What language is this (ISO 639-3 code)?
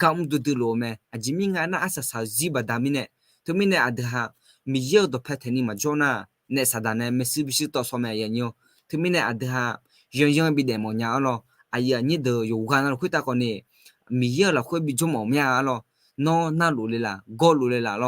ahk